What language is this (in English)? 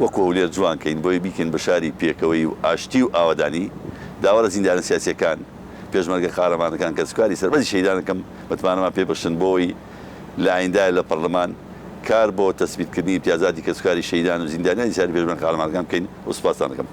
Central Kurdish